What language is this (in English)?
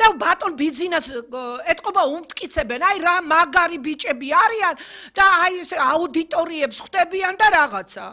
Georgian